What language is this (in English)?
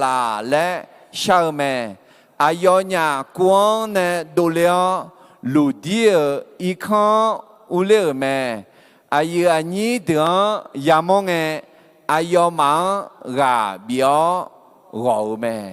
Akha